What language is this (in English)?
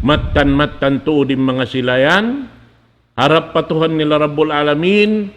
Tausug